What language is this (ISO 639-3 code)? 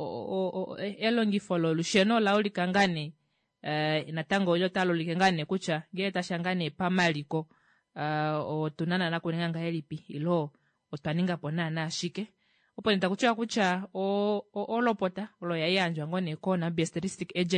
kua